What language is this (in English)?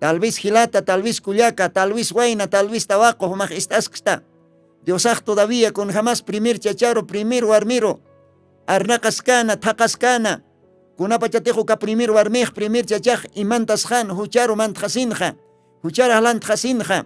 Aymara